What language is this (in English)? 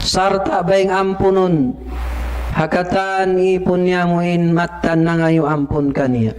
Tausug